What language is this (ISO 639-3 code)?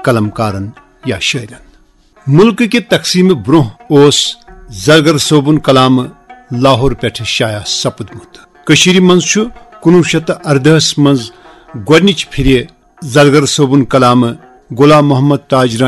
kas